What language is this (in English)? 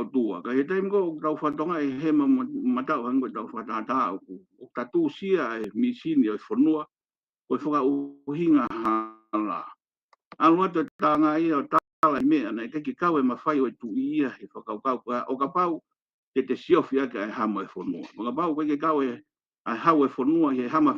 Tongan